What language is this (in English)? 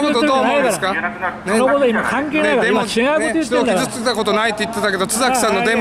Japanese